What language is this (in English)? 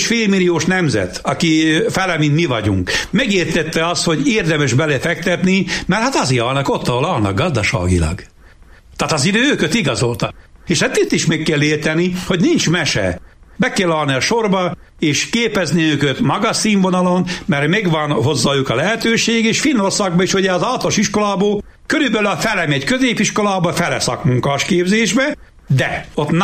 Hungarian